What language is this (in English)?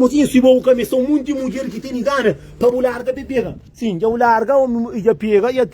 Kabuverdianu